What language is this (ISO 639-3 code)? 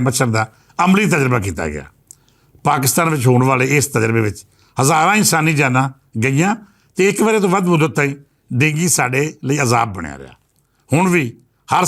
lah